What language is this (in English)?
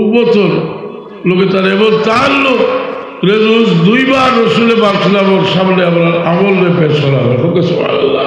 Sylheti